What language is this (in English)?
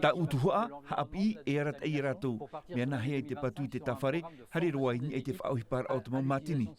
Tahitian